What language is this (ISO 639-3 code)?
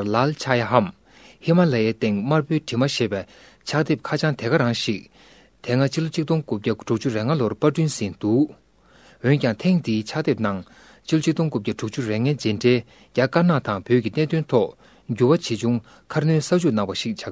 bod